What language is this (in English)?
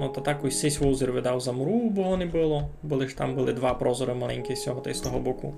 Rusyn